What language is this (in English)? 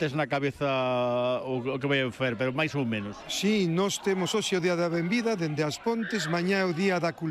Galician